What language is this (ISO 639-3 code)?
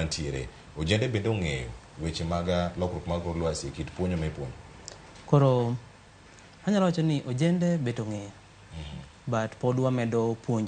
luo